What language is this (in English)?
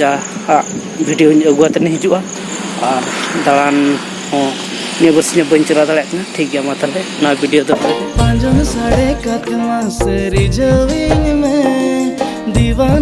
Santali